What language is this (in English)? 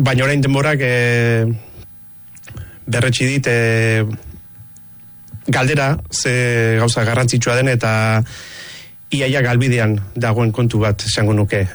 Basque